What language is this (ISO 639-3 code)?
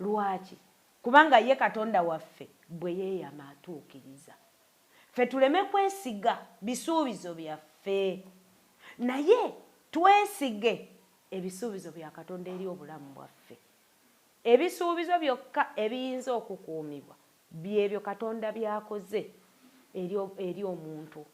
lug